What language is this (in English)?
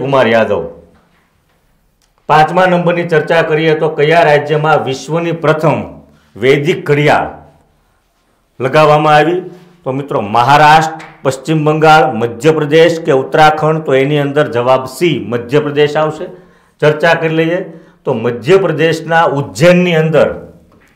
Gujarati